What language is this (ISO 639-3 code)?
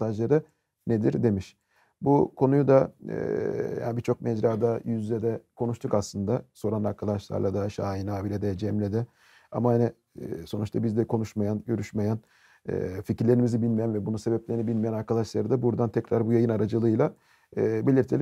tur